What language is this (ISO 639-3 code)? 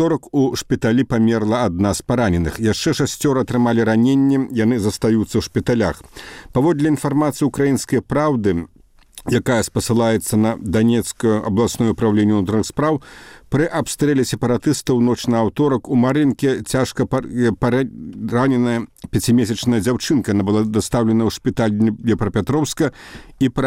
bel